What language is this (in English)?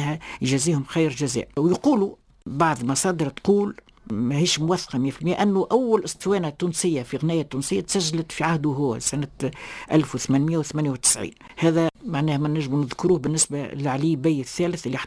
Tunisian Arabic